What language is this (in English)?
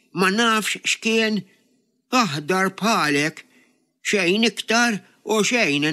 Maltese